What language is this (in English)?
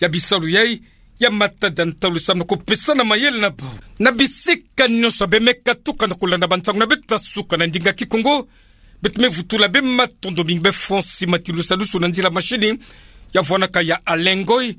Kituba (Democratic Republic of Congo)